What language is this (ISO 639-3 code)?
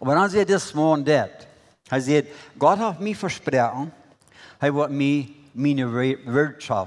pdt